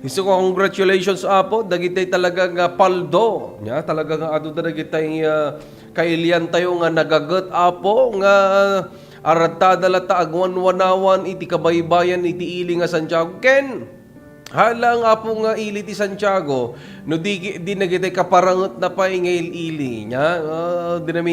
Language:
Iloko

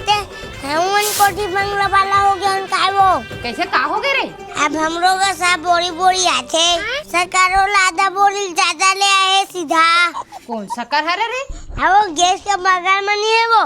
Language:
Chhattisgarhi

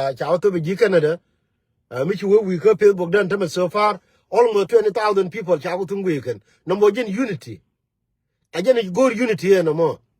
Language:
Nuer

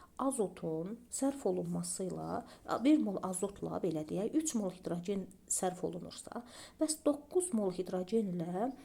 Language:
Azerbaijani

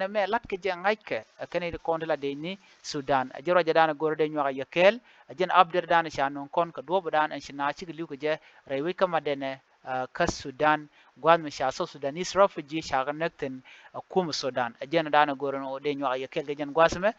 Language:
Nuer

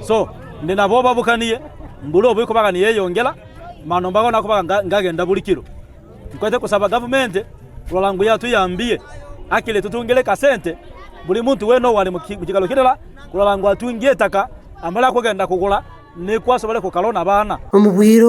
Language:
Nyankole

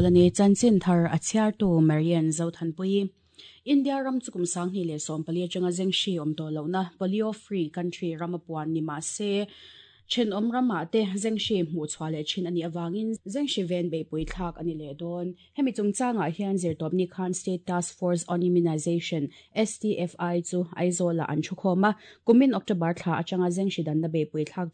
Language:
Mizo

